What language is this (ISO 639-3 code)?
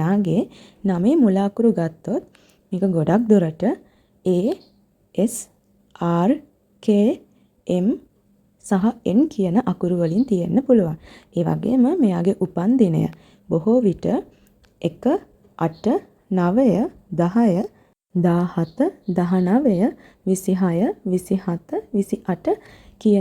sin